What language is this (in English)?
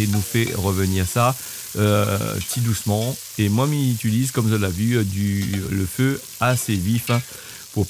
Réunion Creole French